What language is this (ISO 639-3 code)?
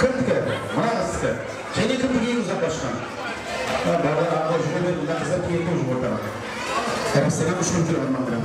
kaa